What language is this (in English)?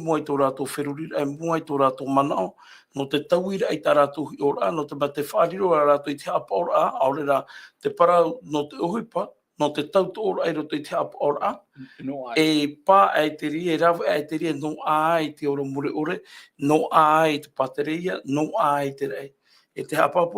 Tahitian